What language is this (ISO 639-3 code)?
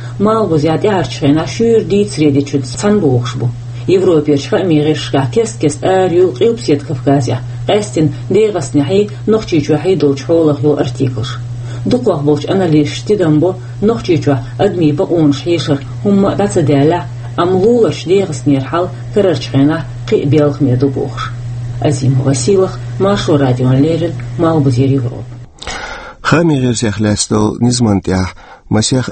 che